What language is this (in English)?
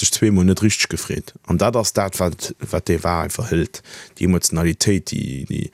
Luxembourgish